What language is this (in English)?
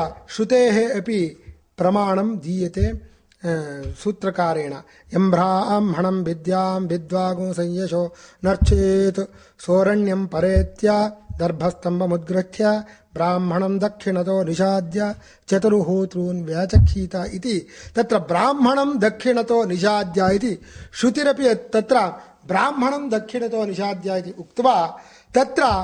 Sanskrit